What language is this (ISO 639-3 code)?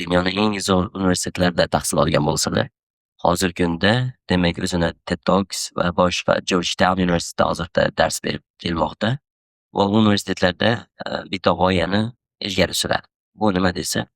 uzb